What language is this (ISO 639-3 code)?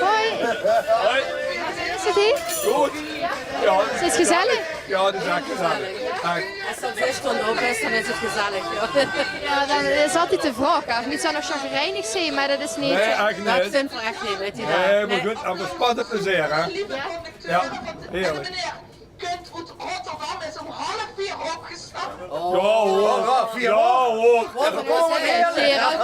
lim